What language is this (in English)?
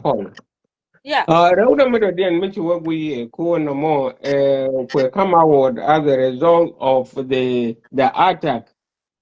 Nuer